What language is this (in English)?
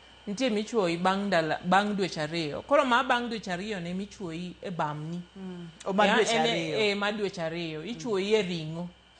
Luo (Kenya and Tanzania)